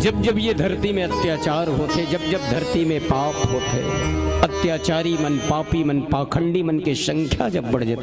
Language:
Chhattisgarhi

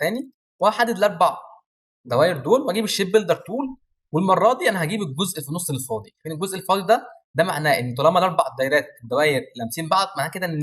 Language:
Egyptian Arabic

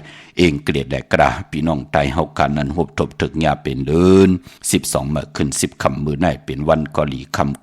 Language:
Shan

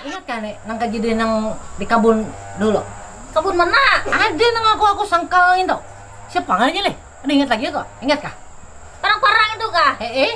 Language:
Banjar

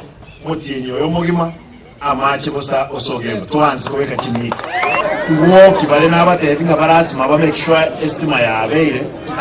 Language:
Gusii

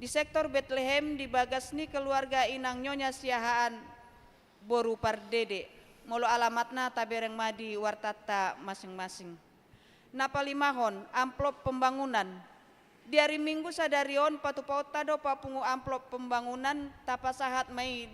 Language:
Batak Toba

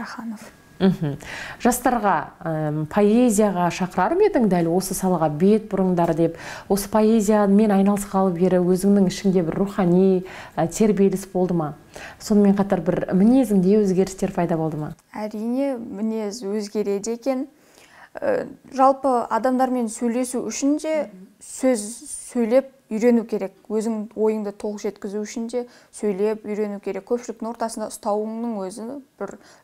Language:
Kazakh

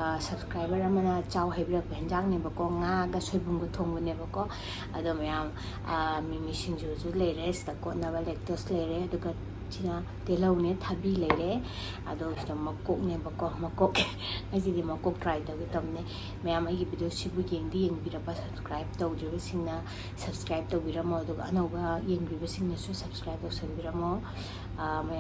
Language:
Manipuri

